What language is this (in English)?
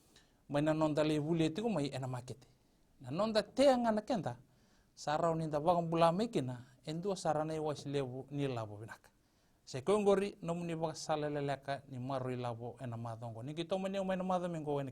Fijian